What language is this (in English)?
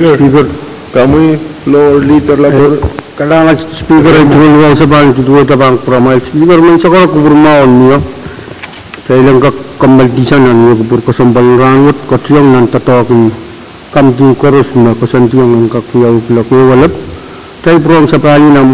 Pohnpeian